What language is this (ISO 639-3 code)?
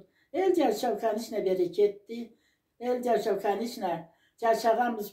krc